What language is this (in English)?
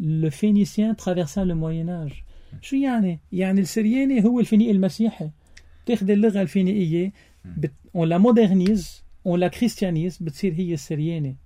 North Levantine Arabic